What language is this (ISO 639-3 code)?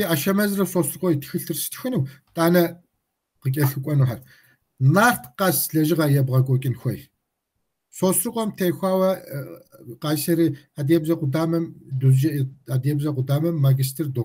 kbd